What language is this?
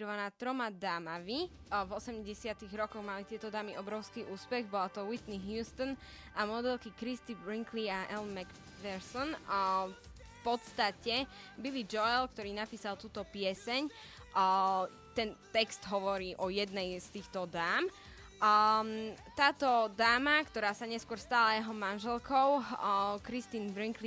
Slovak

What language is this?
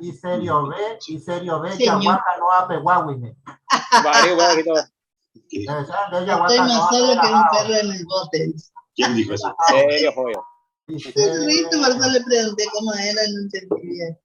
Guarani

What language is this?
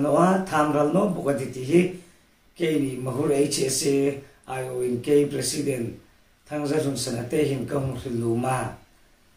Hmar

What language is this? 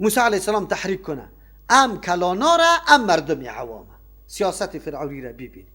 Persian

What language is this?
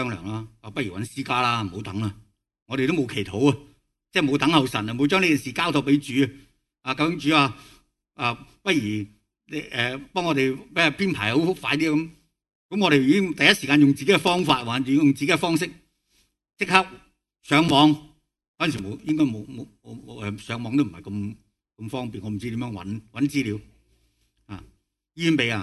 Cantonese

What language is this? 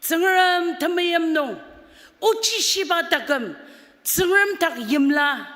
Ao Naga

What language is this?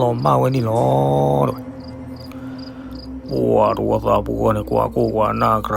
S'gaw Karen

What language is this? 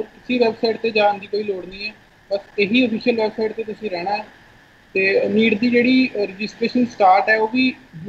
Punjabi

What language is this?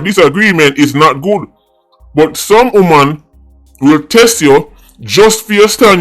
Jamaican Creole English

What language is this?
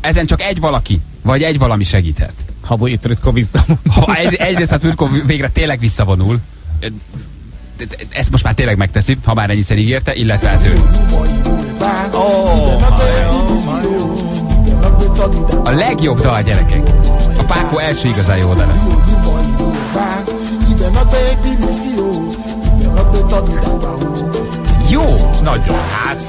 Hungarian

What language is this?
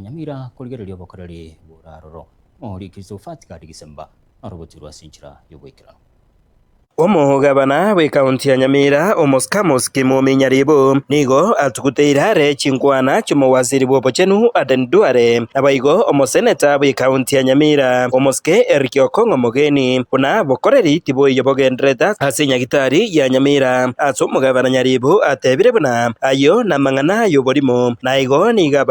Gusii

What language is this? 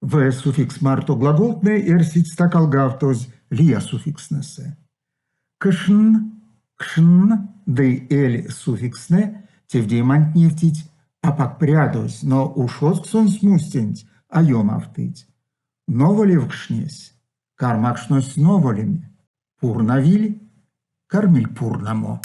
Erzya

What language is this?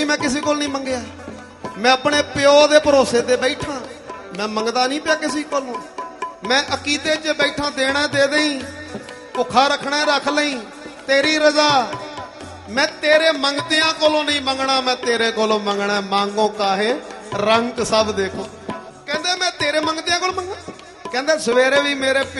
Punjabi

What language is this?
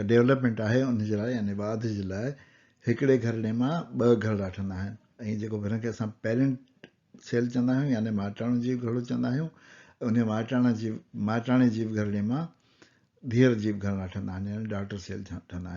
Sindhi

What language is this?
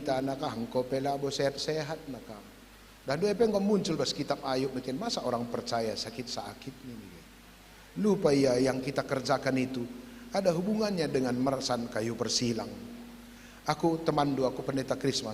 Batak Karo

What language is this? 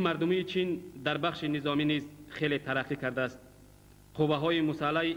Tajik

